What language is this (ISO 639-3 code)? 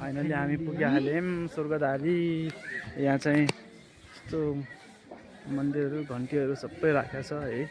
nep